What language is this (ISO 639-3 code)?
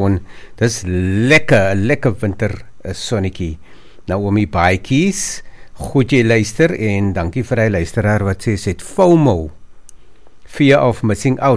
afr